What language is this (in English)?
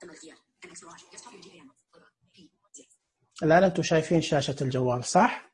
Najdi Arabic